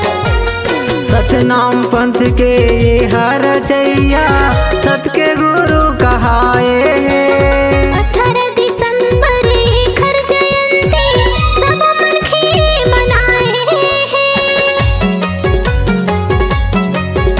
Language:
Chhattisgarhi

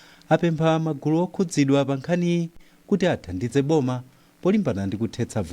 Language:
Nyanja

